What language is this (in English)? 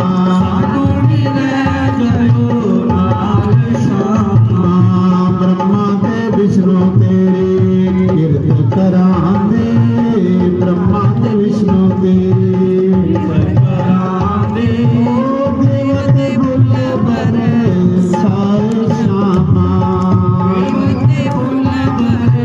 Dogri